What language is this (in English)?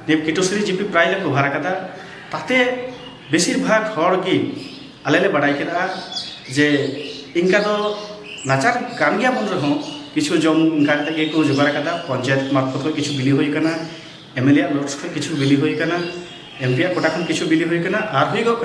Santali